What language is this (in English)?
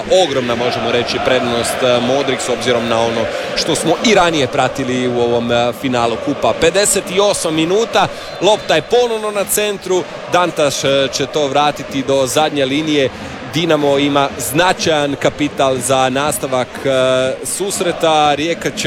Croatian